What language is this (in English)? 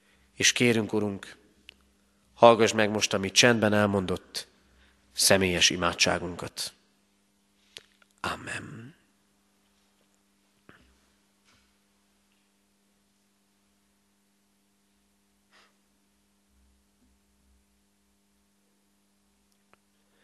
Hungarian